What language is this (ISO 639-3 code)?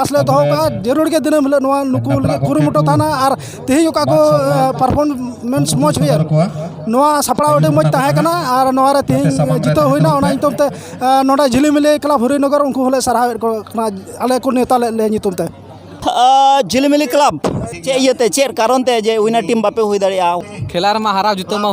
sat